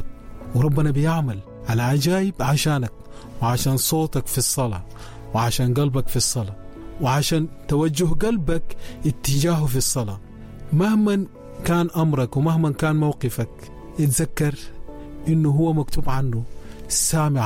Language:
Sudanese Arabic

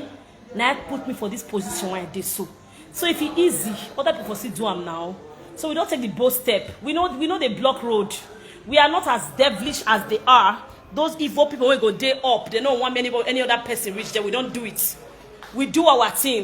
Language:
Nigerian Pidgin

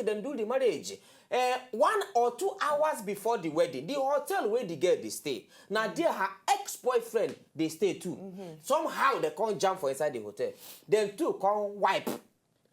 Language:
Nigerian Pidgin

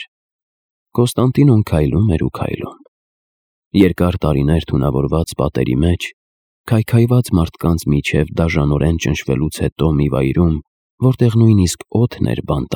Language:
Armenian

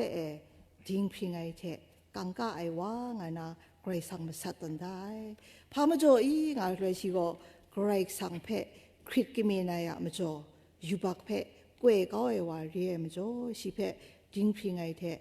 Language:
Kachin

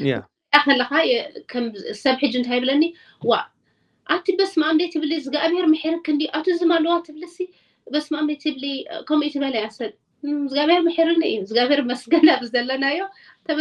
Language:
Tigrinya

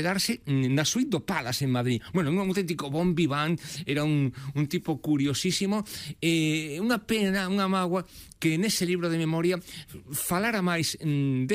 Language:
Galician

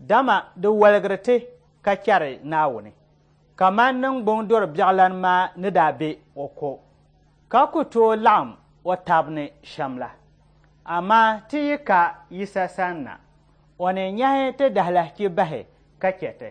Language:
Dagbani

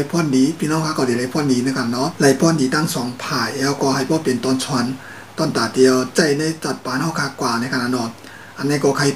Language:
Shan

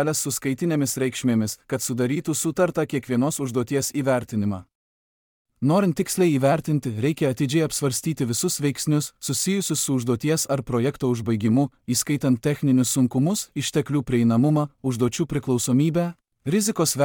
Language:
Lithuanian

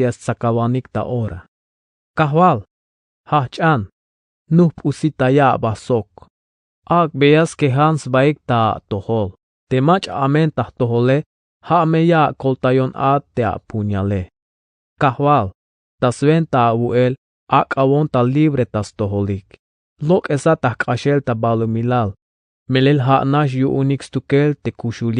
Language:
Tzeltal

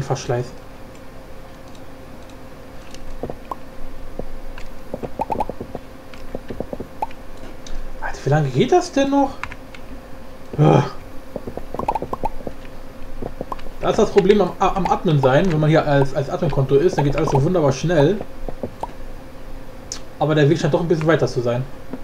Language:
German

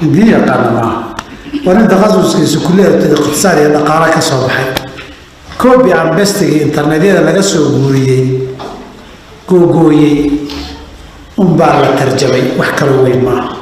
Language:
Somali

